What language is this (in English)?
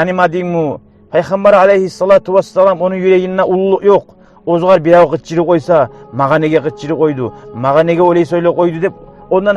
Kumyk